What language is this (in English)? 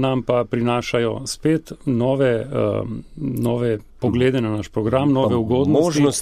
Slovenian